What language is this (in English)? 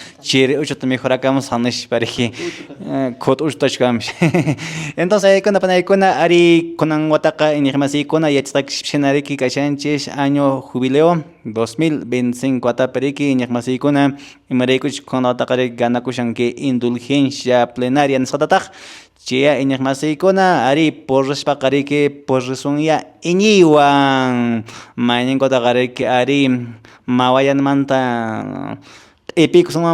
Quechua